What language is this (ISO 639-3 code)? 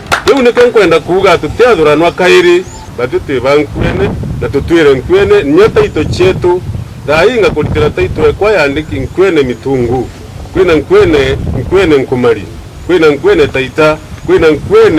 mer